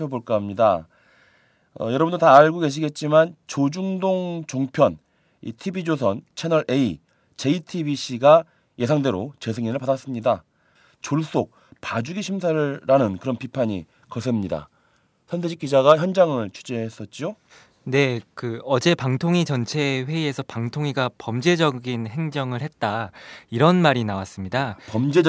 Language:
Korean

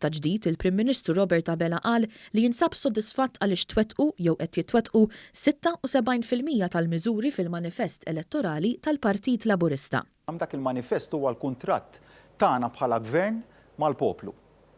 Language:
Maltese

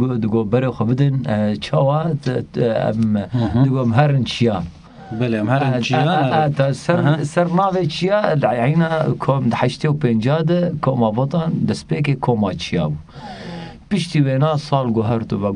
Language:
Kurdish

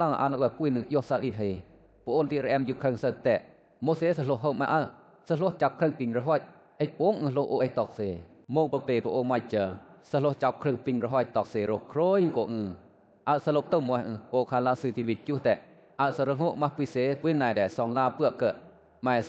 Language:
Western Lawa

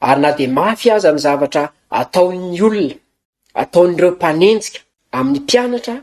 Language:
Malagasy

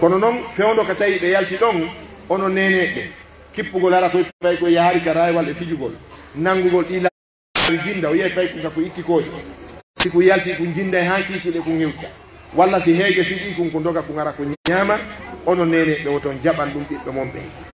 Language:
Pular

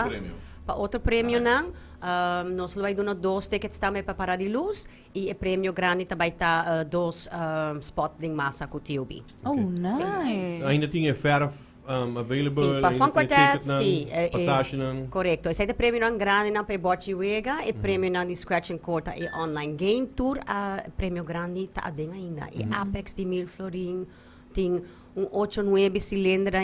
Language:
Papiamento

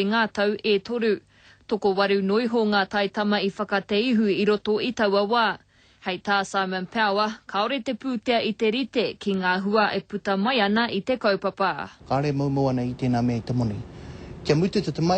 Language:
Māori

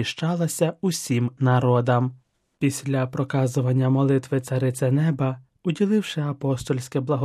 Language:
Ukrainian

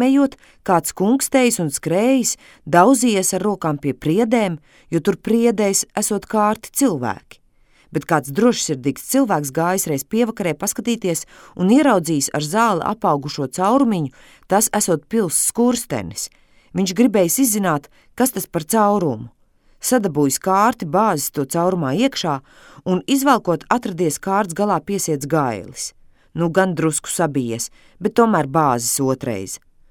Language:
Latvian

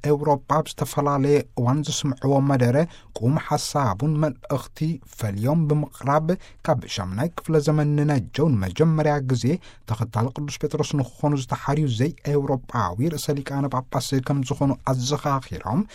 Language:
Tigrinya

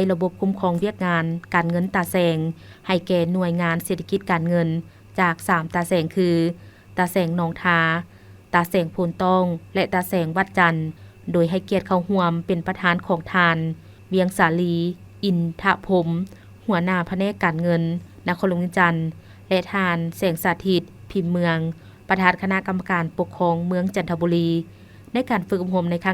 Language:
Lao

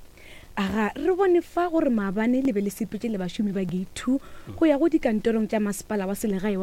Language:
Northern Sotho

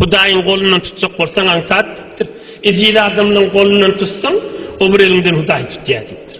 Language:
Turkmen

